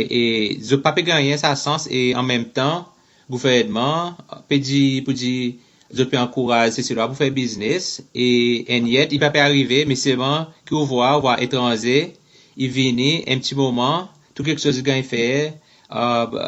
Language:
Seselwa Creole French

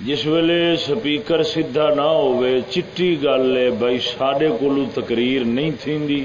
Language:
Saraiki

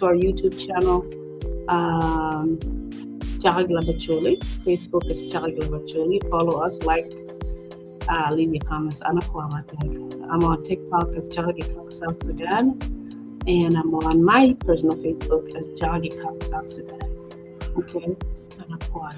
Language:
Acoli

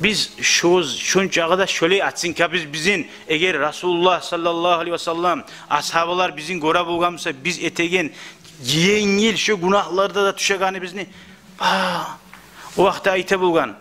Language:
Kumyk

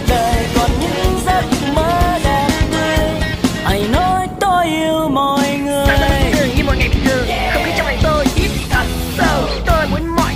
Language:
Vietnamese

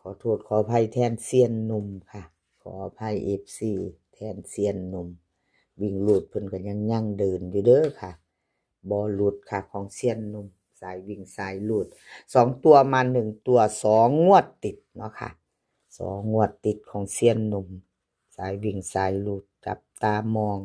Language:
Northeastern Thai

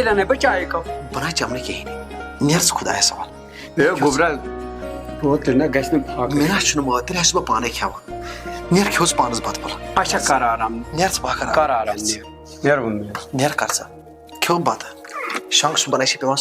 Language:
Kashmiri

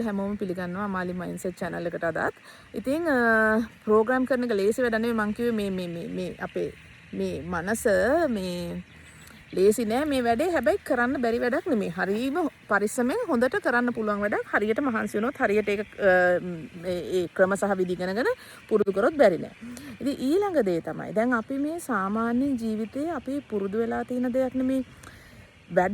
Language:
Sinhala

